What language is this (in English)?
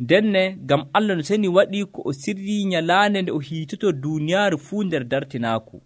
Nigerian Fulfulde